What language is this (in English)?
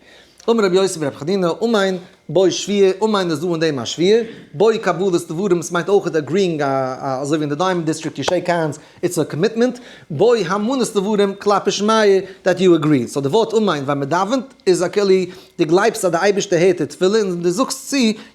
Yiddish